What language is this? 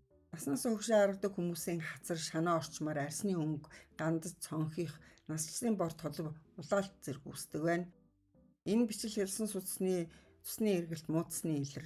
Mongolian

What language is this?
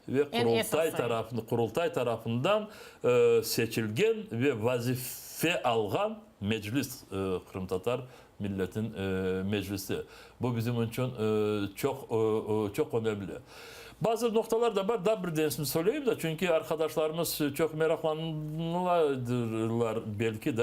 Crimean Tatar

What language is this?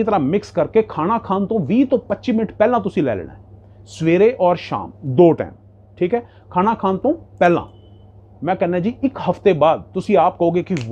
Punjabi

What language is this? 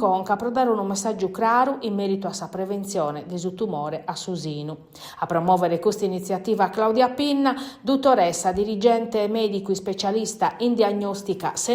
Sardinian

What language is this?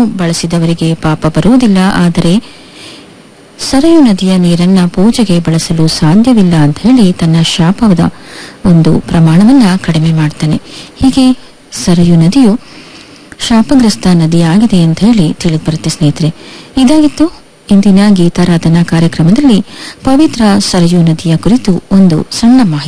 Kannada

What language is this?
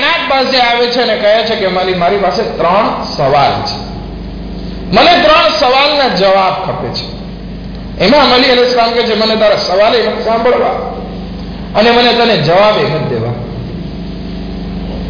Gujarati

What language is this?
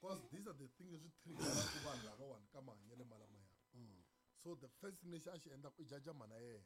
Tsonga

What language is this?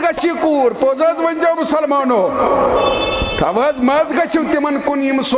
Kashmiri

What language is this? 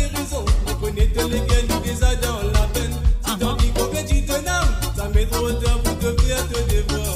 Morisyen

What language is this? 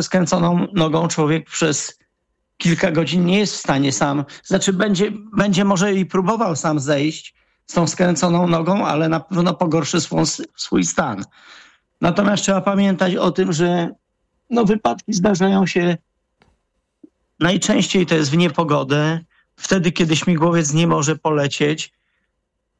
Polish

